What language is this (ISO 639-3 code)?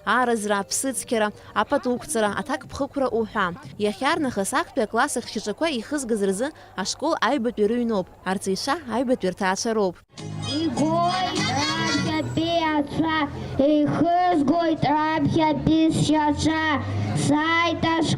abk